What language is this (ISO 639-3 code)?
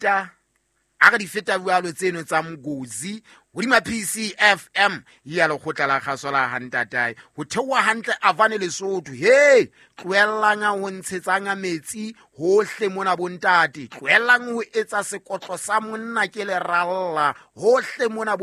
sot